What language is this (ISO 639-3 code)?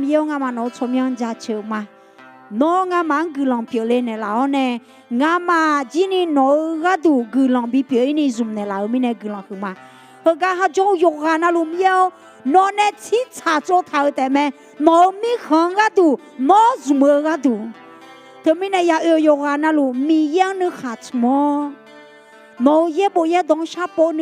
ahk